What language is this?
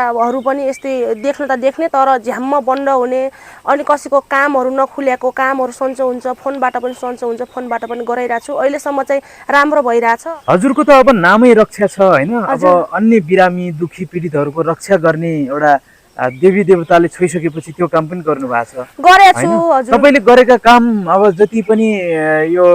Nepali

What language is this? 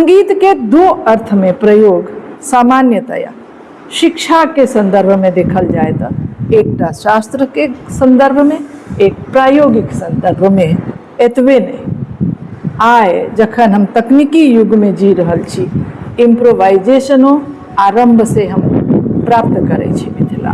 Maithili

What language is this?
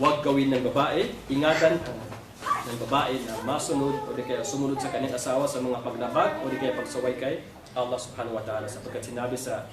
Maranao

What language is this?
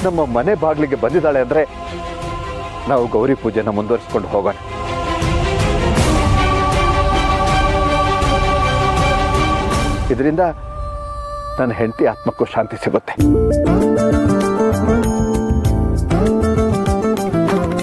Kannada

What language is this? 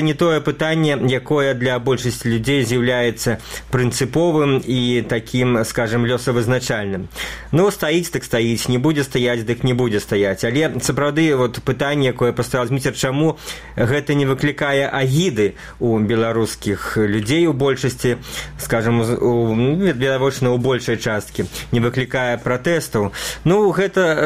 Belarusian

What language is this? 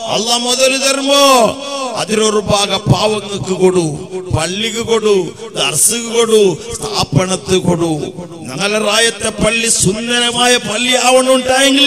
Malayalam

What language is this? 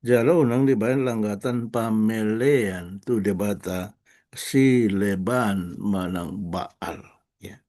Batak Toba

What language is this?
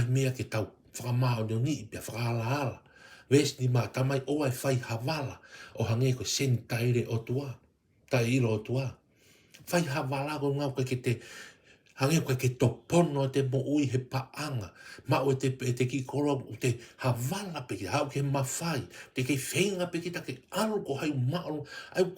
Tongan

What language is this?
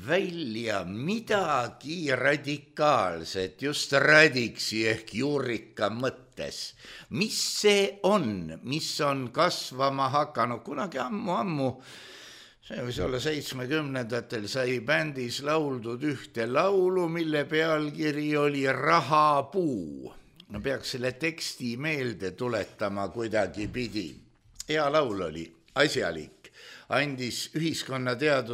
Estonian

